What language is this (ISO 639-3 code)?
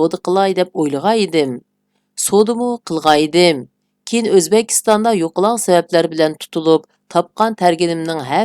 uig